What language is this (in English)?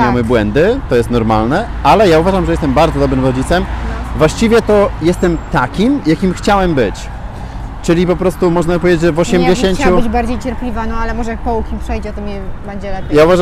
Polish